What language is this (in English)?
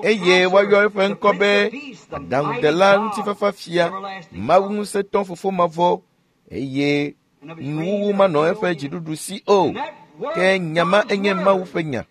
Ewe